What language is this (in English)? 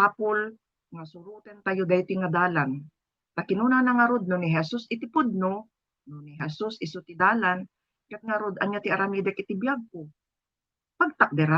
Iloko